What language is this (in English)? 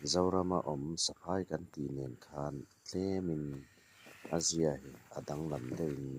Mizo